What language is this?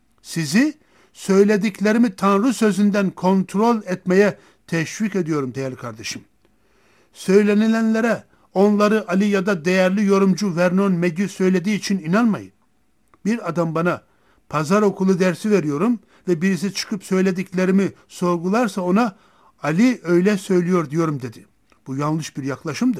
Turkish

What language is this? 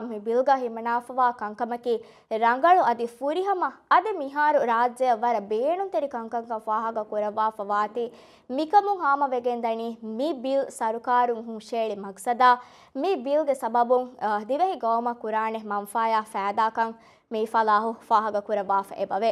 Divehi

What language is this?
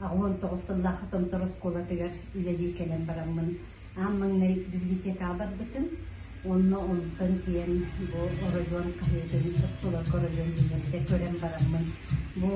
Yakut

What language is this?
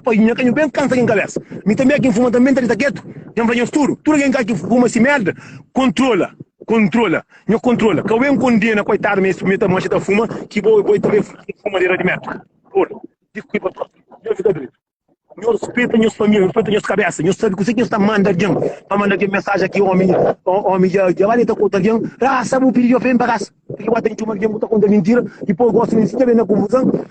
Kabuverdianu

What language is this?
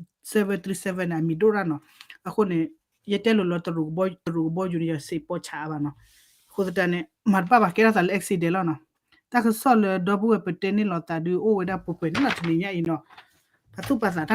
S'gaw Karen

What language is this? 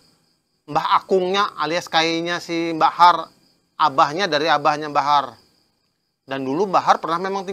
Banjar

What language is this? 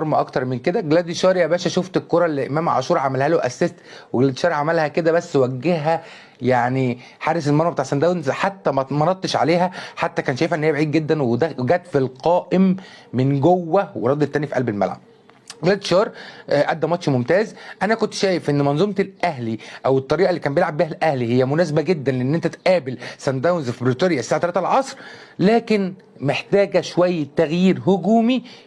Egyptian Arabic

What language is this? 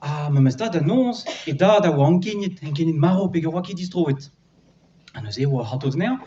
Breton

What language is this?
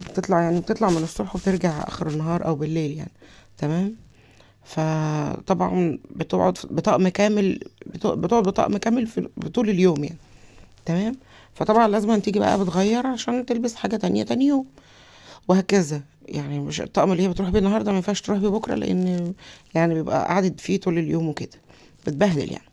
Egyptian Arabic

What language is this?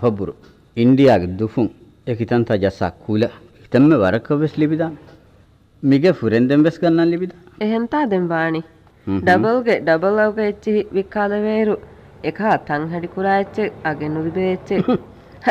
Divehi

